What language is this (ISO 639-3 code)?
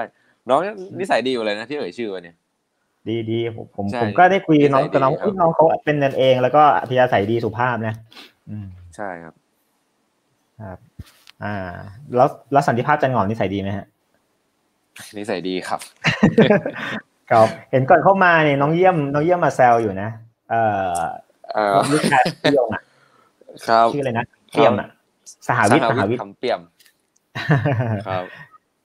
tha